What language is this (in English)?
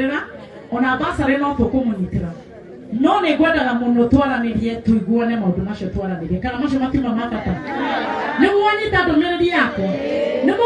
Kikuyu